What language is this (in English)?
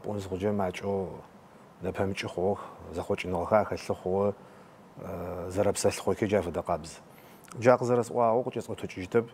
Adyghe